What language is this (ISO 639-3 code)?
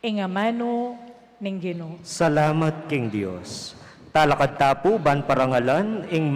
pam